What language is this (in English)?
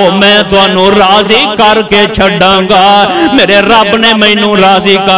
Western Panjabi